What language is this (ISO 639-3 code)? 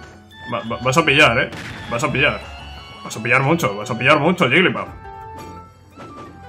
spa